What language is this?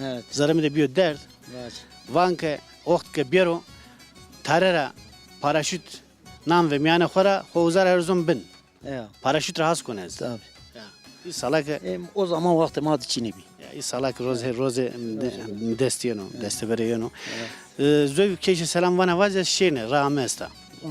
Zaza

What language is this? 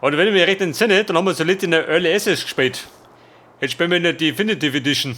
Bavarian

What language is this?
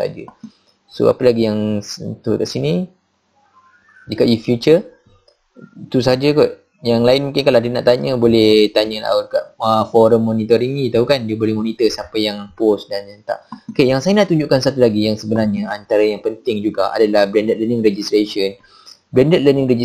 Malay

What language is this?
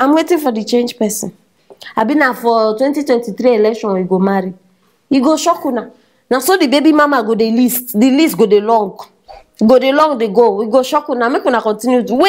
Nigerian Pidgin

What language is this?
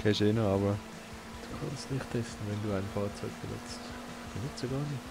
Swiss German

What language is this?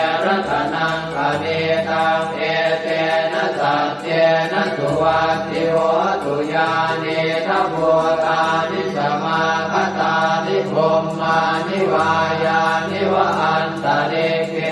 Pali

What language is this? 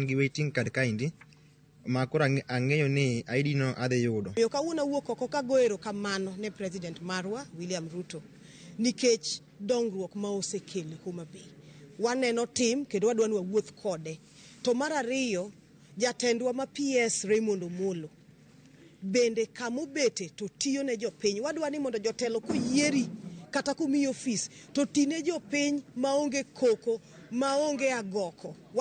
Luo (Kenya and Tanzania)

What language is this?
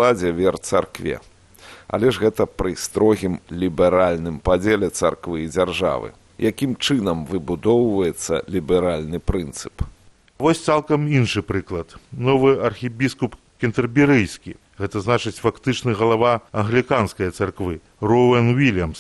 Belarusian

